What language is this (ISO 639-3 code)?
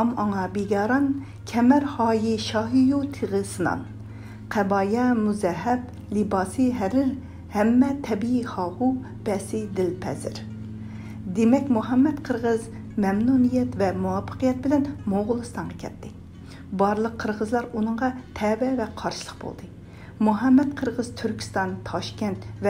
uig